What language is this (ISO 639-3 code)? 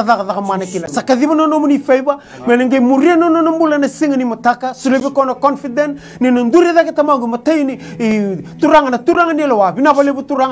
fij